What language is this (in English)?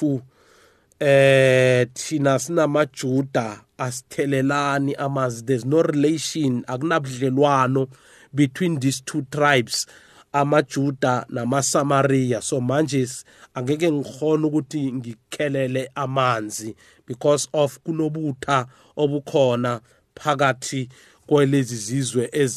South Ndebele